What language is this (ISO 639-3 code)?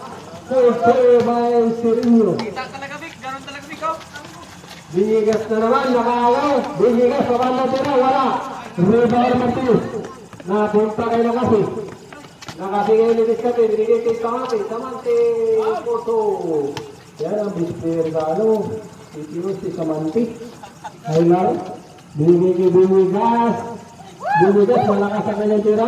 fil